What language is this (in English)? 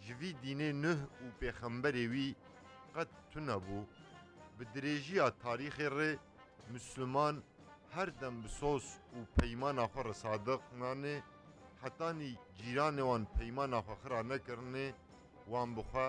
Kurdish